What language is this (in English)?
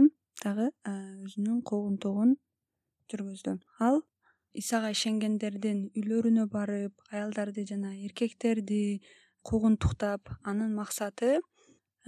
Kyrgyz